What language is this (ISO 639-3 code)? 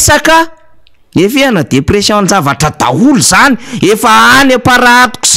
mlg